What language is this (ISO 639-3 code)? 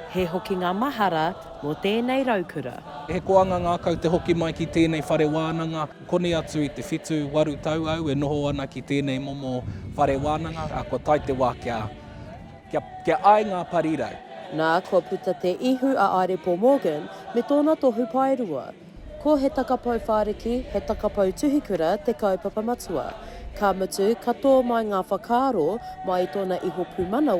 mri